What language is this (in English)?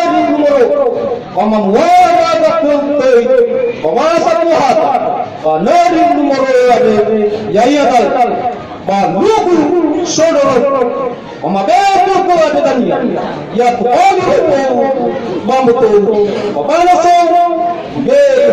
Nias